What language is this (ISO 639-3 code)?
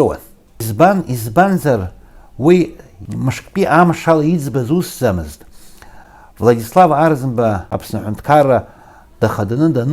abk